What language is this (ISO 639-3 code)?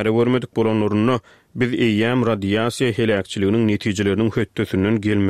tuk